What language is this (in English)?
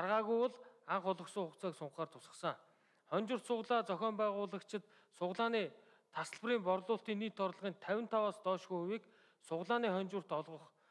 Mongolian